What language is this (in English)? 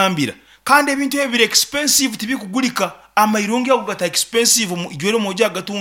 Nyankole